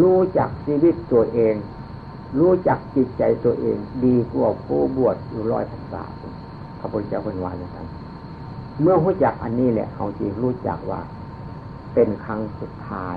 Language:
Northeastern Thai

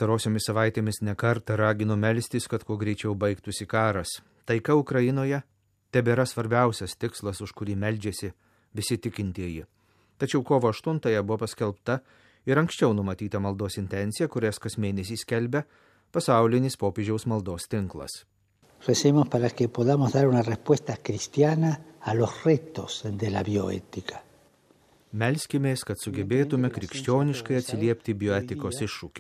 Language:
Lithuanian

